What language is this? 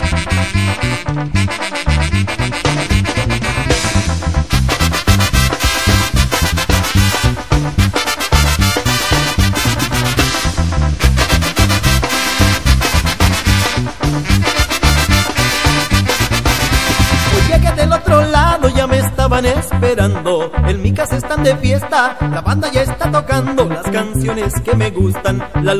Spanish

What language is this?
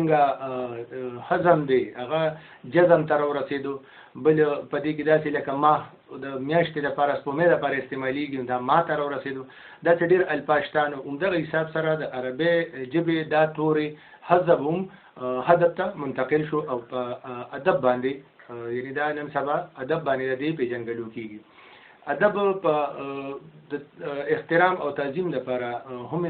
Pashto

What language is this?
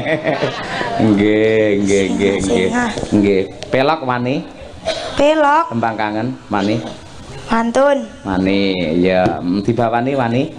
Javanese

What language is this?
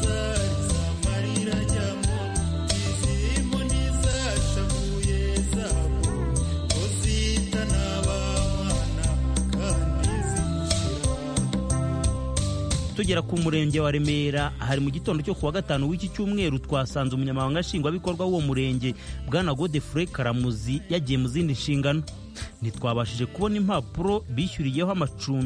Kinyarwanda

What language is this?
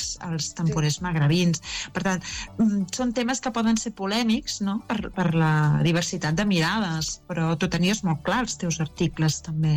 Catalan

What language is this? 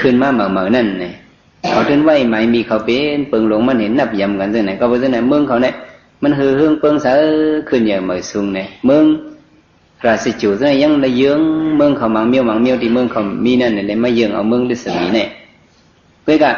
Shan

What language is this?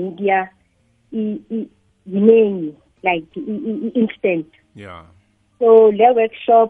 South Ndebele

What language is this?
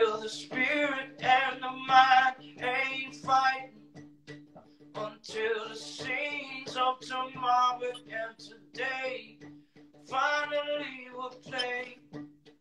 English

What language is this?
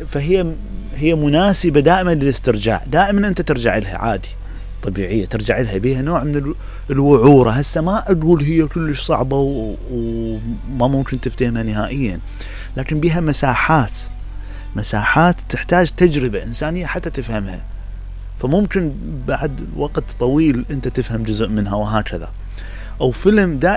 Mesopotamian Arabic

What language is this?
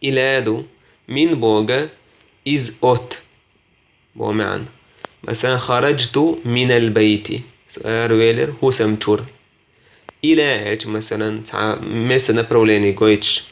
Chechen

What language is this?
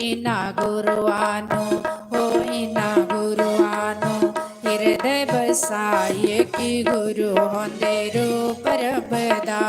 Dogri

